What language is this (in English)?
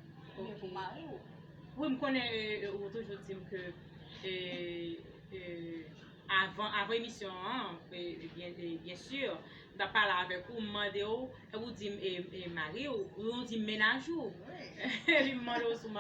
Haitian Creole